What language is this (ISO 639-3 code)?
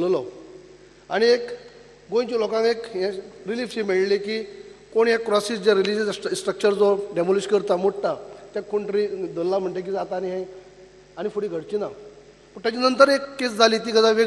kok